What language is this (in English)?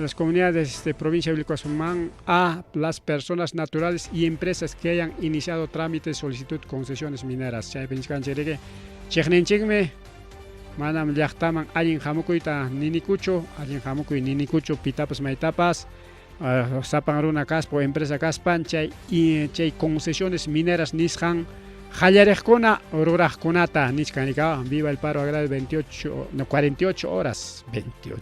Ayacucho Quechua